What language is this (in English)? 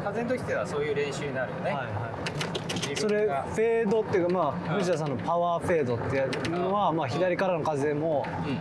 Japanese